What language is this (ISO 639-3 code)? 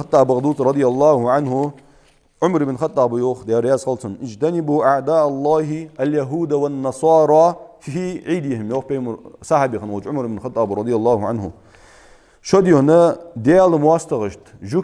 inh